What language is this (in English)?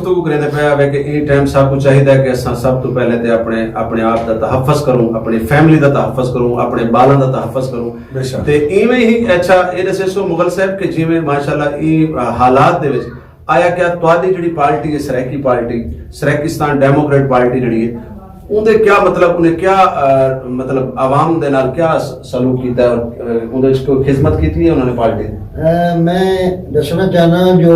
Saraiki